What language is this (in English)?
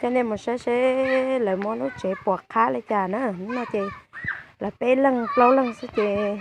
Hmong